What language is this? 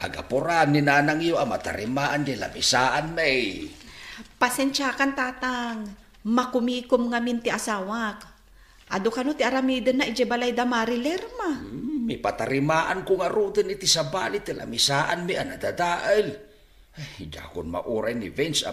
Iloko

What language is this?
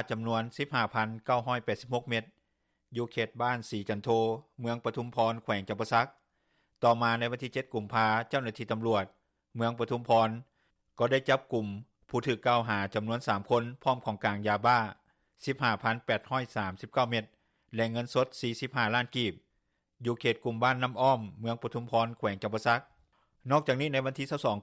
Lao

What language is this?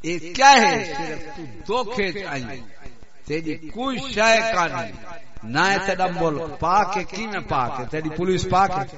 Saraiki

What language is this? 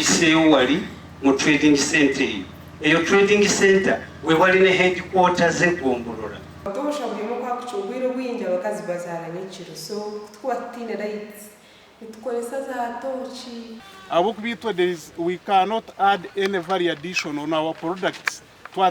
Nyankole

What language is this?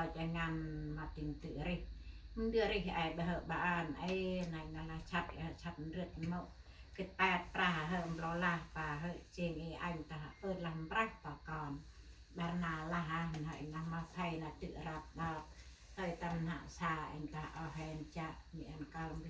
Central Mnong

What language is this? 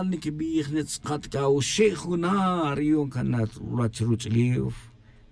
Tz'utujil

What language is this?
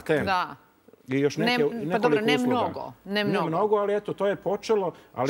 Serbian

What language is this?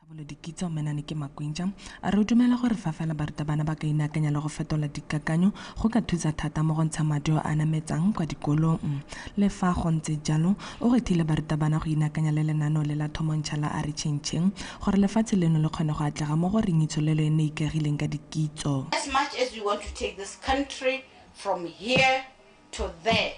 Tswana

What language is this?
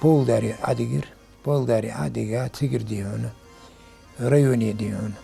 Ingush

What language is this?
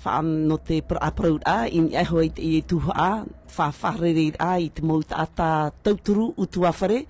Tahitian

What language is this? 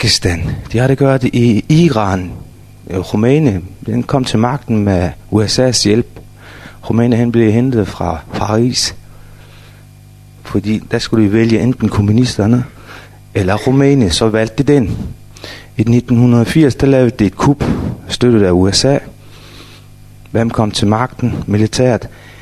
Danish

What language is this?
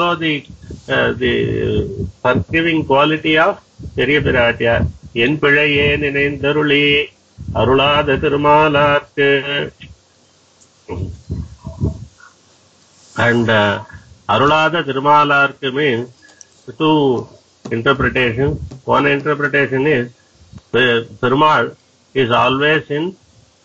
English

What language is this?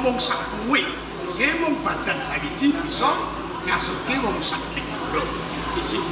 Javanese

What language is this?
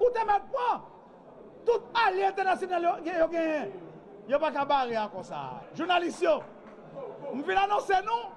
Haitian Creole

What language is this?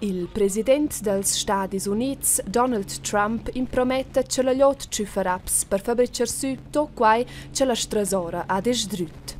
Romansh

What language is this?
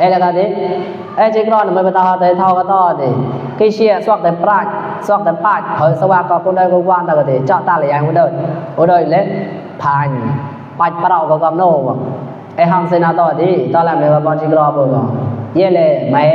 Mon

